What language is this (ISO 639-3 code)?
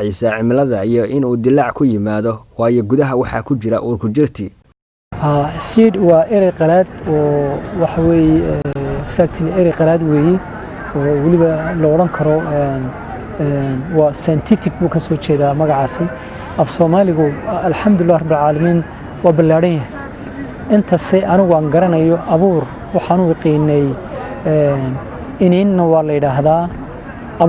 som